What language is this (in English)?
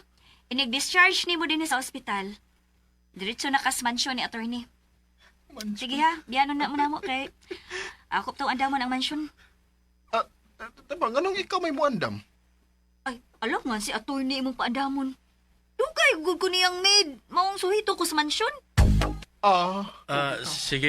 Cebuano